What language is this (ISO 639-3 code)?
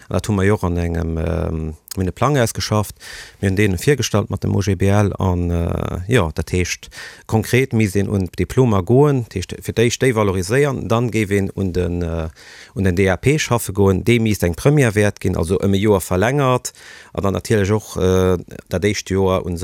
ltz